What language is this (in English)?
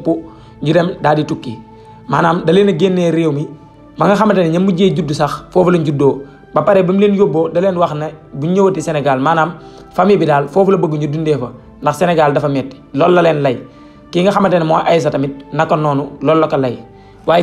Wolof